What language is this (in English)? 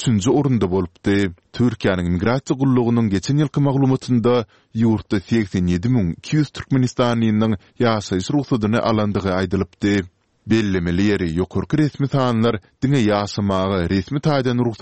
Turkmen